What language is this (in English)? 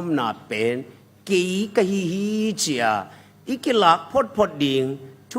Tedim Chin